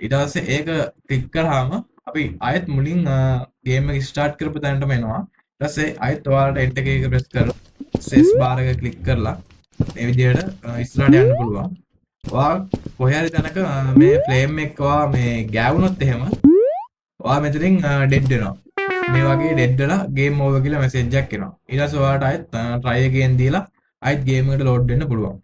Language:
Sinhala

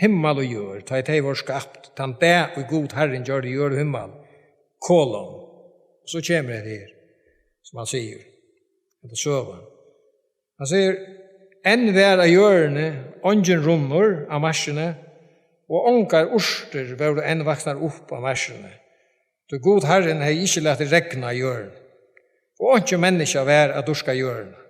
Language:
Faroese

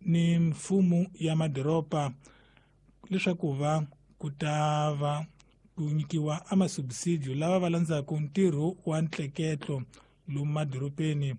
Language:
Tsonga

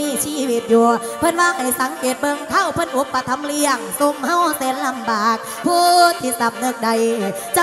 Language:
Northeastern Thai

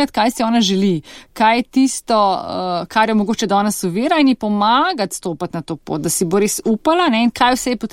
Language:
Slovenian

